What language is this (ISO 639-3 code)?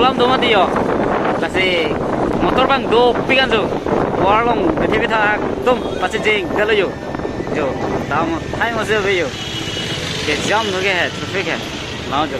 mjw